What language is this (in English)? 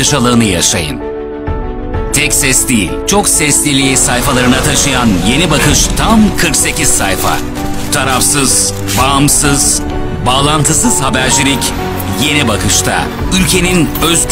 Turkish